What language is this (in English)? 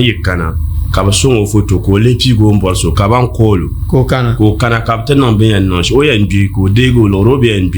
Dagbani